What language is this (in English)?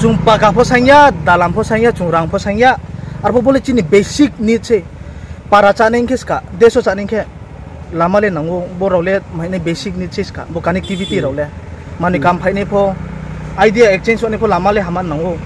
Riang (India)